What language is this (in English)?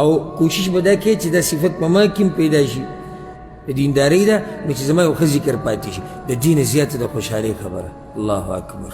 Pashto